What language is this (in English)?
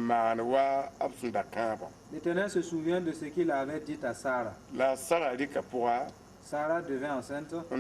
Mossi